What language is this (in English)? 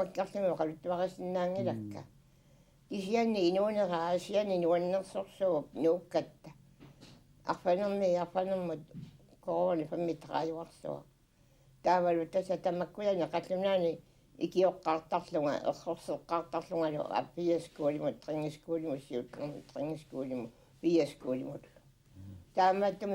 Kalaallisut